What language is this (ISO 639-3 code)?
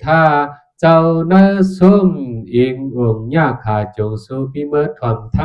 shn